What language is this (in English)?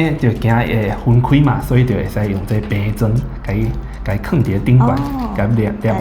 Min Nan Chinese